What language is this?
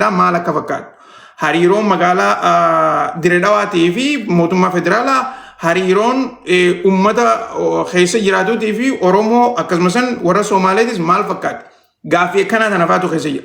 Oromo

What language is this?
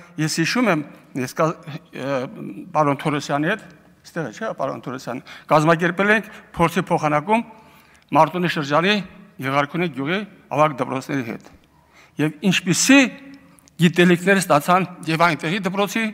Armenian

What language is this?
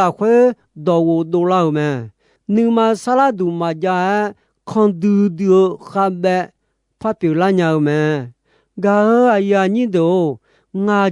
Akha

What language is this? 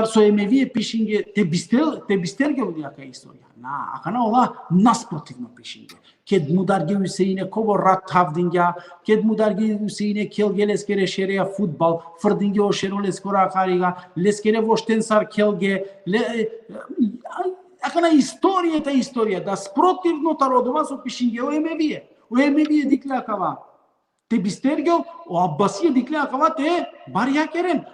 Balkan Romani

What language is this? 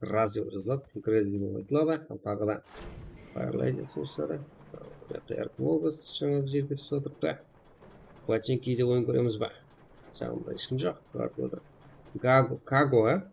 Kara-Kalpak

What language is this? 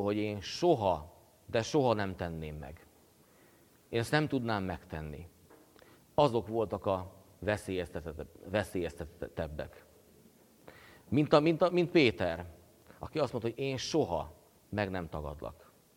Hungarian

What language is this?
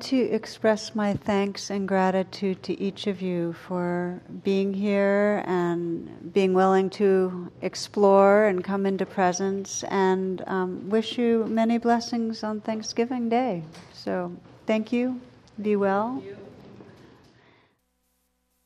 English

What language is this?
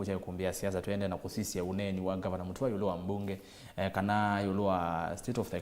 Kamba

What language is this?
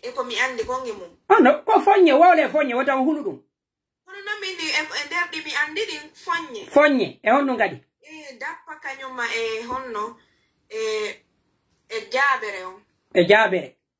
Pular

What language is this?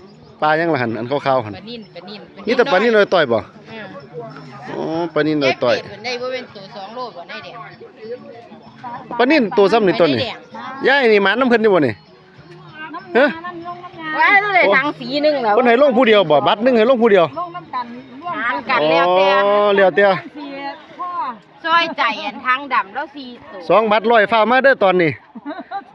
Lao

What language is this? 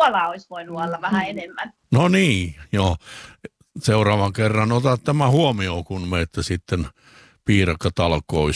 Finnish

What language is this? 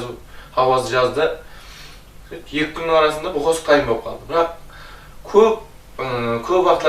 Kara-Kalpak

